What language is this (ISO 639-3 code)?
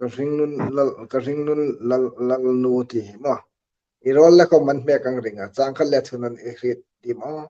hmr